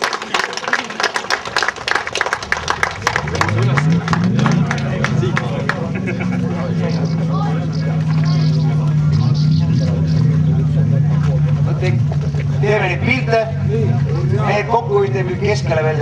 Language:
Estonian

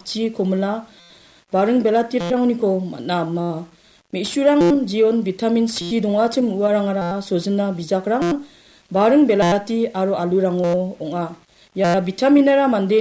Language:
Garo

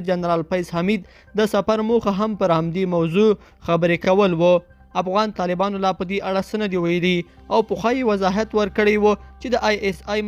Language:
Pashto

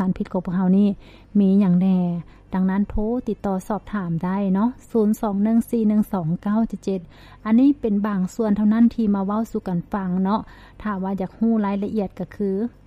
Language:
Lao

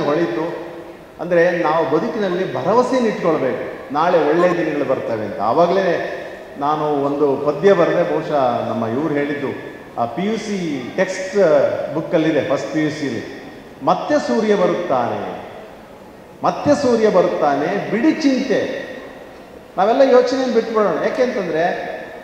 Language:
Kannada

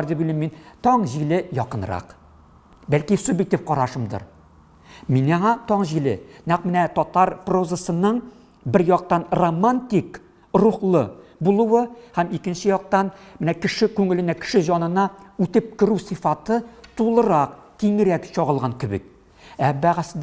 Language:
Tatar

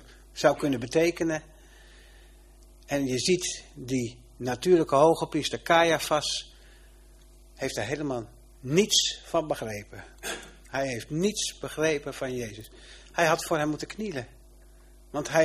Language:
Dutch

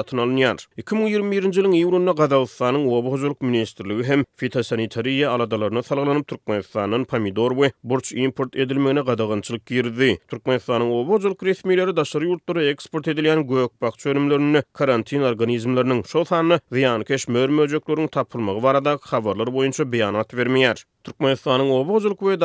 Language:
Turkmen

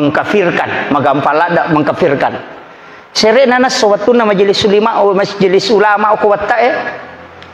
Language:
Buginese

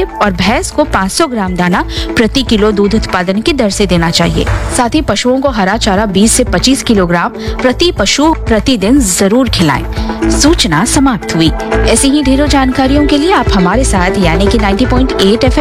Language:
Hindi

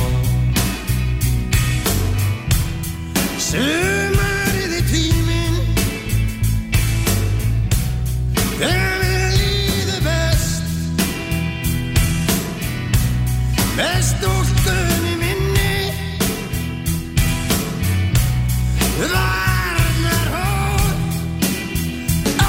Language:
Icelandic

